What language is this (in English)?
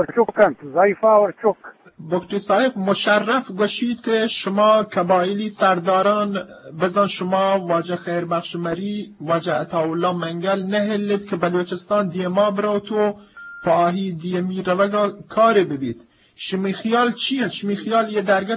Eastern Balochi